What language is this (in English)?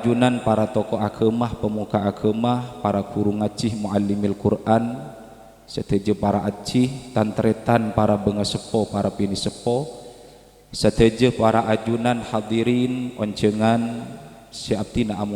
Madurese